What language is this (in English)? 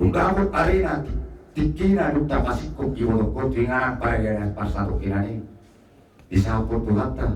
Batak Toba